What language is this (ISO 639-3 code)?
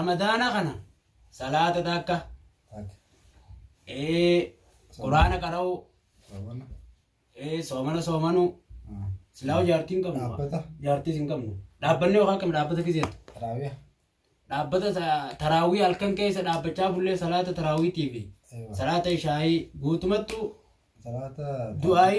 orm